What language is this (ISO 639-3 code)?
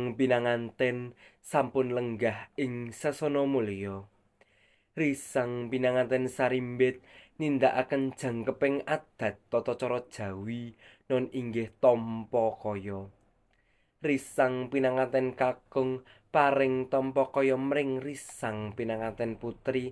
jav